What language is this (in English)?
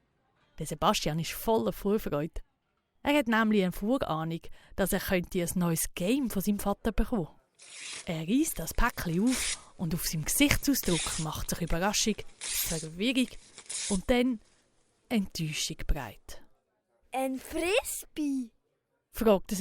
Swiss German